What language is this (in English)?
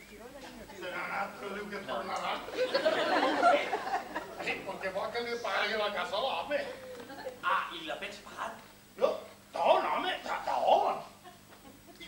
Catalan